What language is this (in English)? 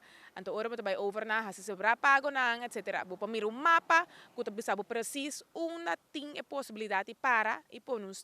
Papiamento